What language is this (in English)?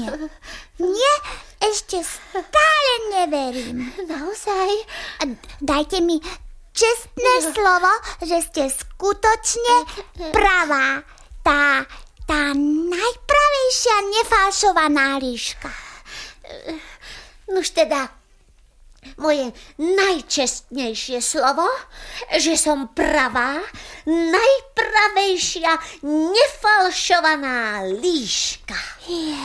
Slovak